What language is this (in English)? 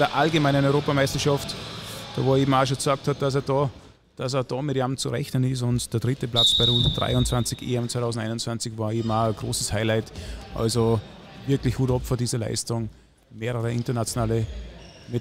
German